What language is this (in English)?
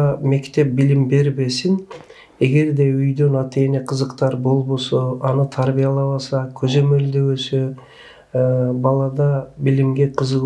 Kyrgyz